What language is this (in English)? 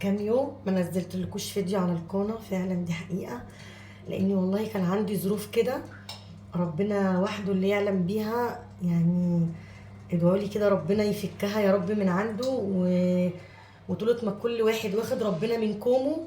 Egyptian Arabic